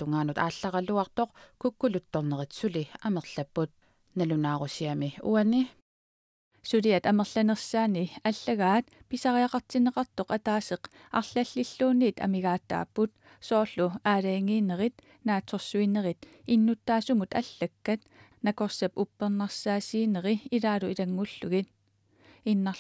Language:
Kalaallisut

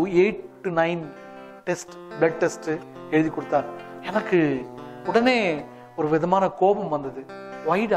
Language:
Tamil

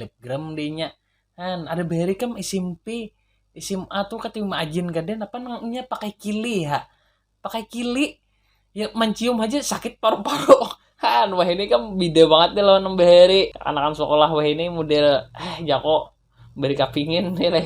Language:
Banjar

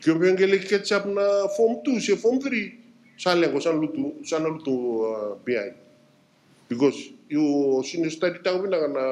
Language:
Fijian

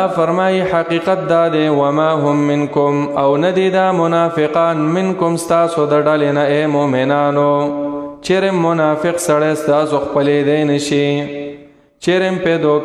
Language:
Pashto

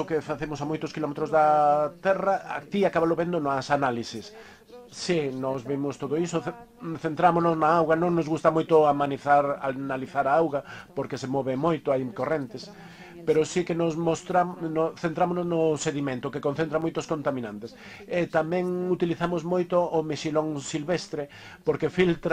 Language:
Galician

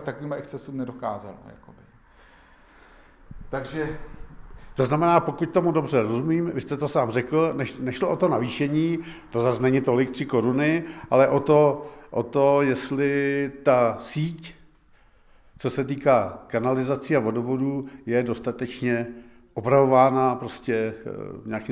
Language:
Czech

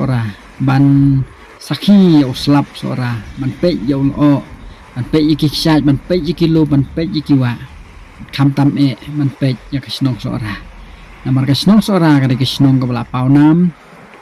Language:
Khasi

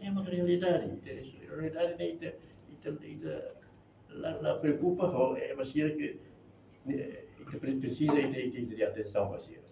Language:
Tetum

